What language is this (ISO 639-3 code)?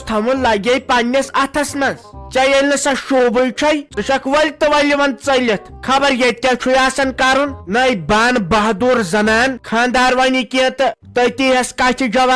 kas